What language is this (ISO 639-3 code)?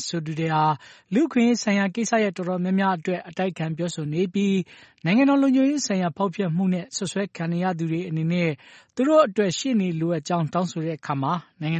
mya